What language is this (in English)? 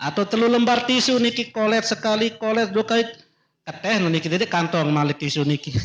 Sasak